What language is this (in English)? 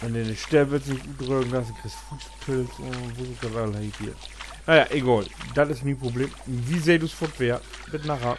Low German